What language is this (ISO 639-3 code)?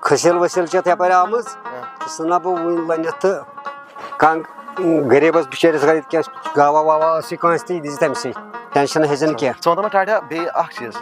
kas